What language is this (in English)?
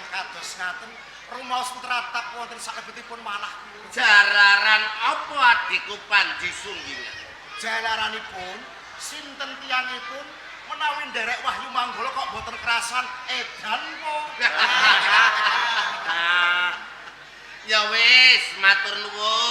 Javanese